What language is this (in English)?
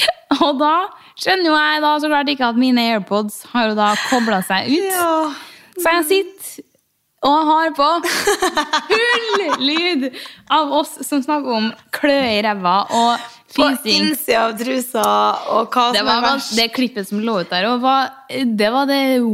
Norwegian